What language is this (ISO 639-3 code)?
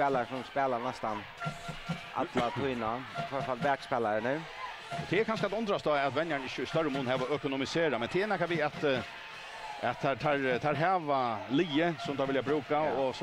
fao